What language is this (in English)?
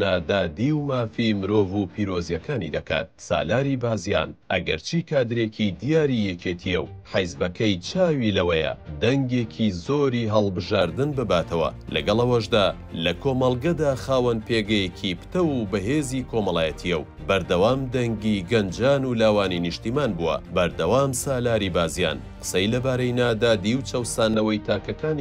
Central Kurdish